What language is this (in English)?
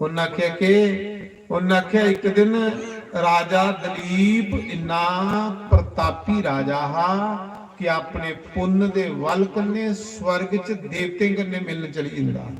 Dogri